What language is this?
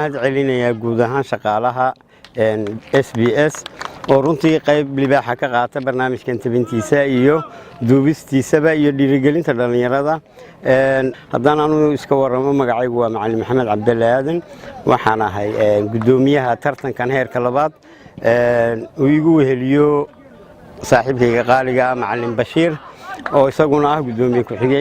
Somali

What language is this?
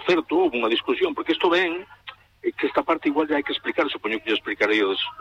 Galician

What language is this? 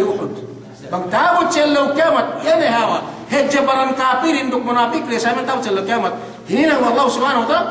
Yakan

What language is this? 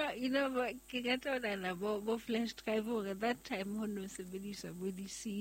Southern Sotho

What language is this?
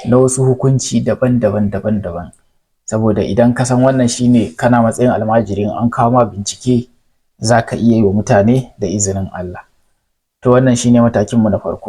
Hausa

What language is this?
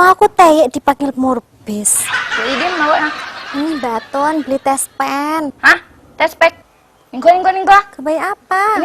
Madurese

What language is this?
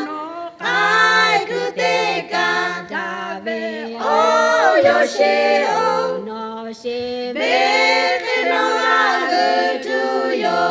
Lahu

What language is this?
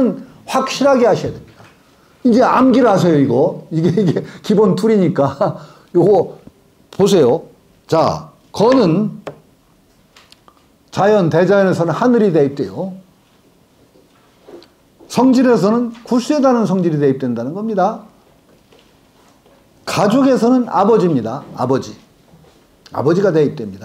Korean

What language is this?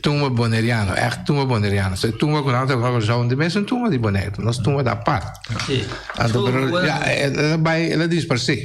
Papiamento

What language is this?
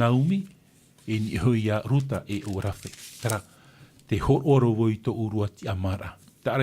Tahitian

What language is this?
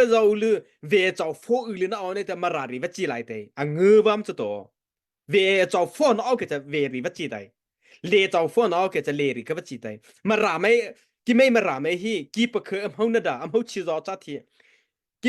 Mara Chin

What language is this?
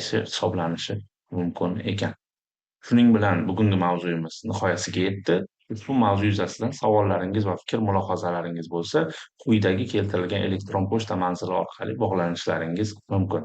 Uzbek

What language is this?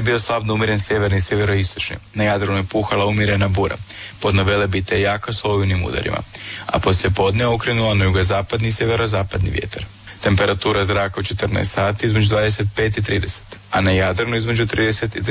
Croatian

